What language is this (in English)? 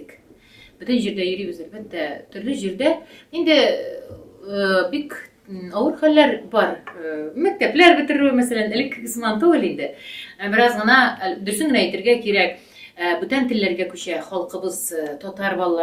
Tatar